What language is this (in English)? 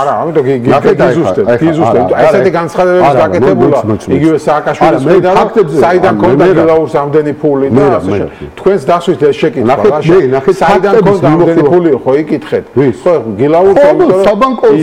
Georgian